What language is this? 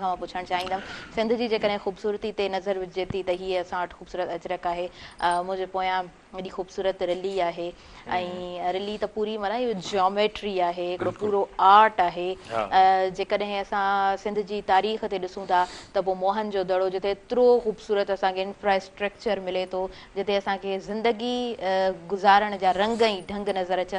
Sindhi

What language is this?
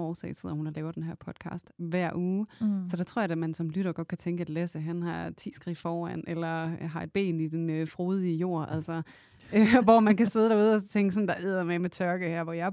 Danish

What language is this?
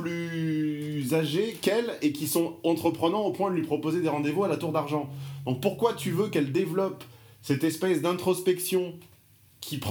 French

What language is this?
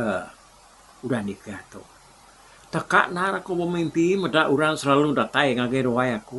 Iban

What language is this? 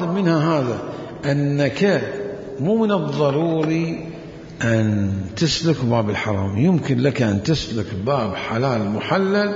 Mesopotamian Arabic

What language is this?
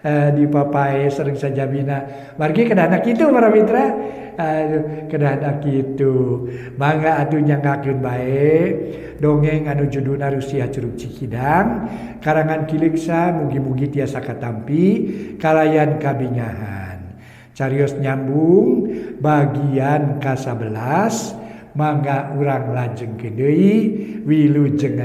Sundanese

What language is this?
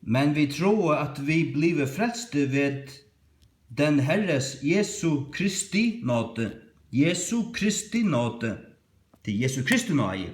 Faroese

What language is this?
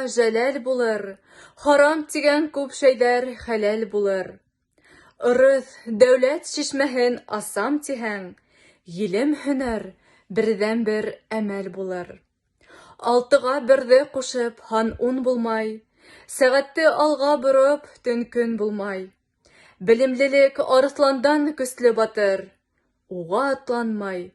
Bashkir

